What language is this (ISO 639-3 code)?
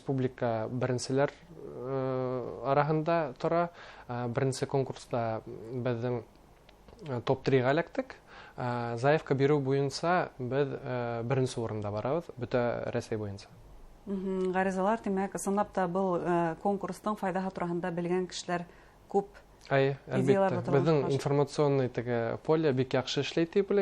bak